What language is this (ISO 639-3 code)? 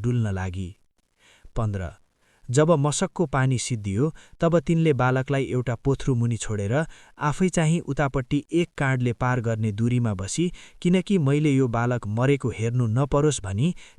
nep